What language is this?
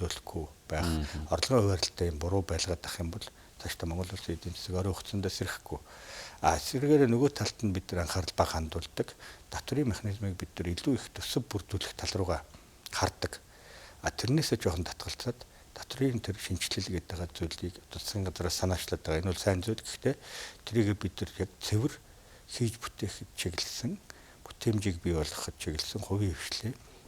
Mongolian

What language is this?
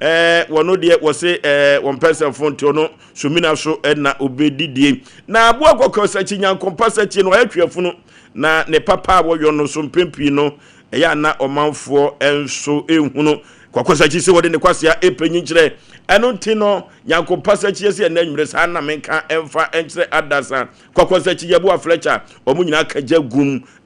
Akan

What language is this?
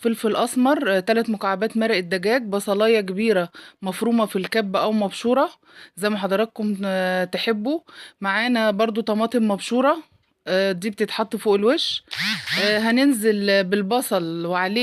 Egyptian Arabic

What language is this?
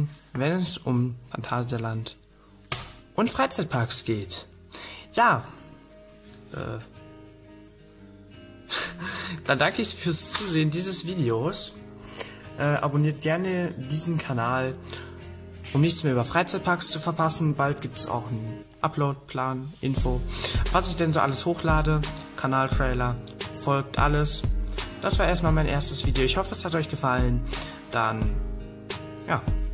German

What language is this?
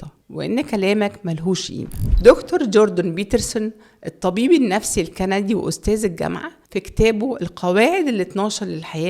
Egyptian Arabic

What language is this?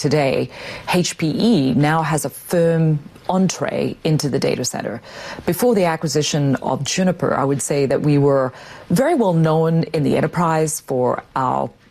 English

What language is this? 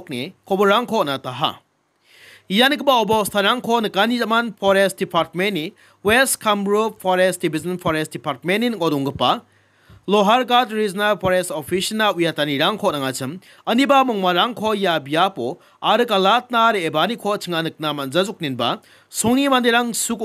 Garo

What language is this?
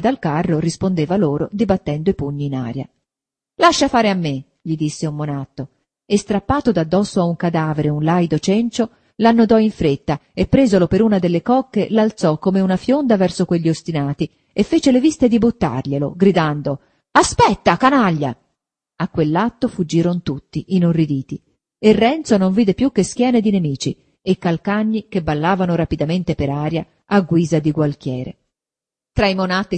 Italian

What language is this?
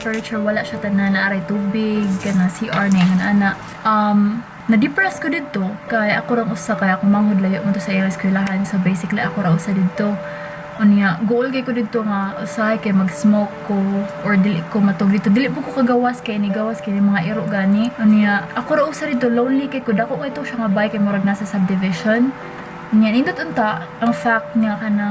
Cebuano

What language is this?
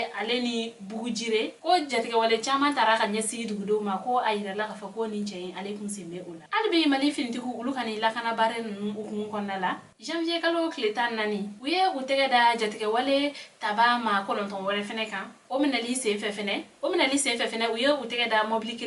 Bambara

